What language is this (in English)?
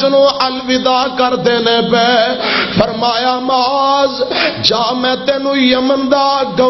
Western Panjabi